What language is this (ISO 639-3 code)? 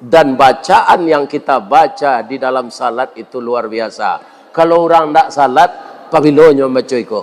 min